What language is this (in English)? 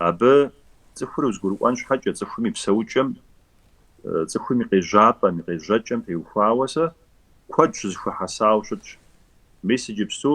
Kabardian